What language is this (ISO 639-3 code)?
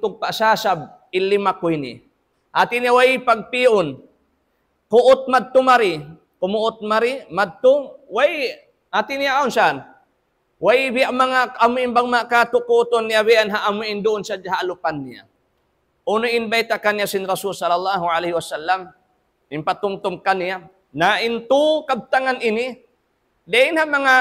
tsg